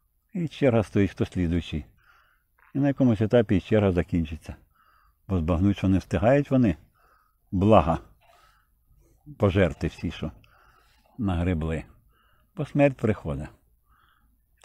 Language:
Ukrainian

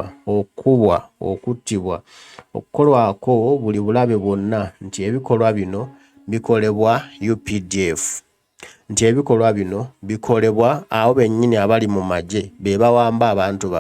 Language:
Ganda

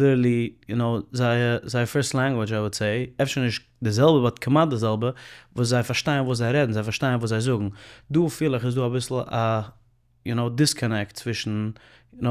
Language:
Yiddish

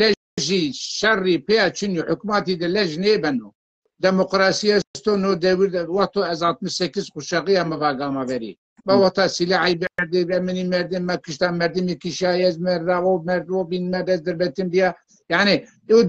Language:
Zaza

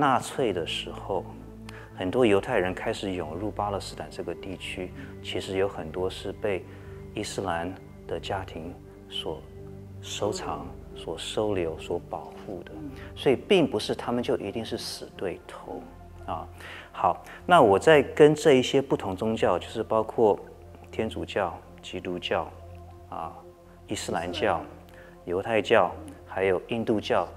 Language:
Chinese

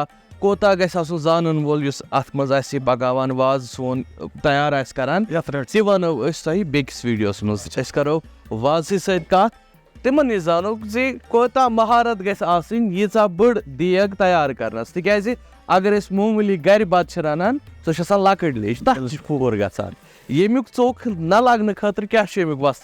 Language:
Kashmiri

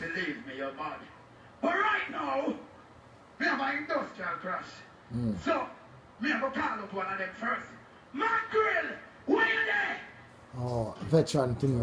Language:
Jamaican Creole English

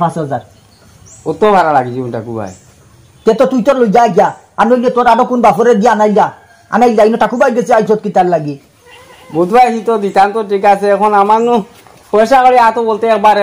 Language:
Sylheti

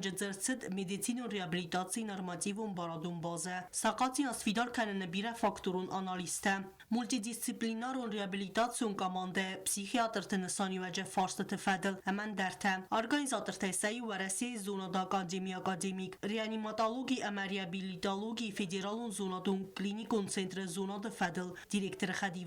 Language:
Ossetic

